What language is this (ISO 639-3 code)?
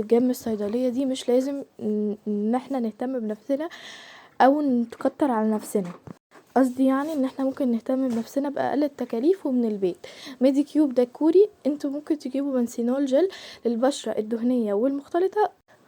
arz